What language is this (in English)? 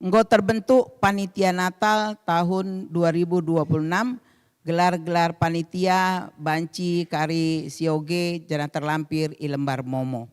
Batak Karo